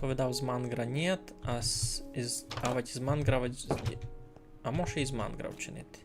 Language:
Rusyn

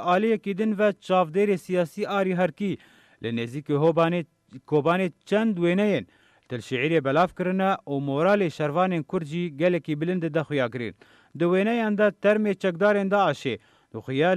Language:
Kurdish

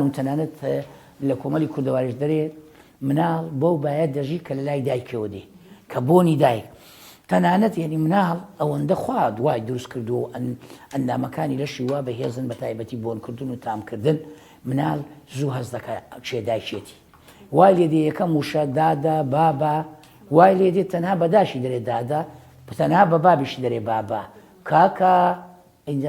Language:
Central Kurdish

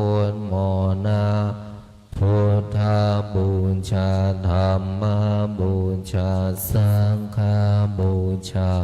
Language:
Pali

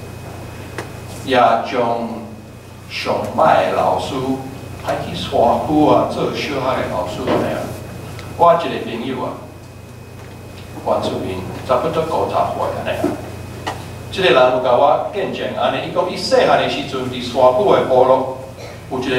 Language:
Min Nan Chinese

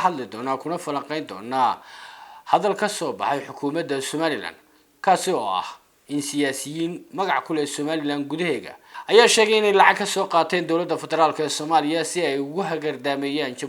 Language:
Somali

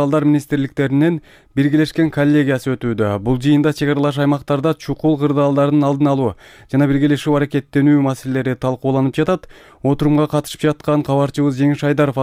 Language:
Kyrgyz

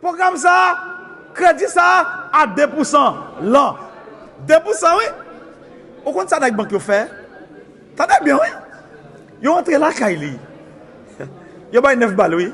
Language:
Haitian Creole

